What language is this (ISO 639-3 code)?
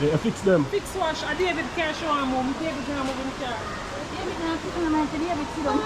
jam